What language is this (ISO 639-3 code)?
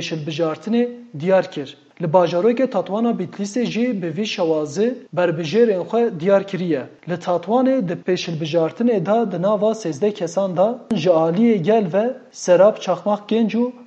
kur